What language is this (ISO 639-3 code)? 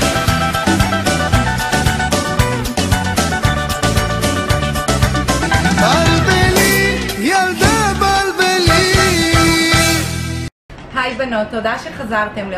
heb